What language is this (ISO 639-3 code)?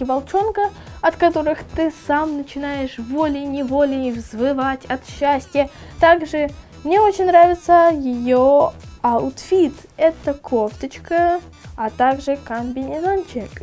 rus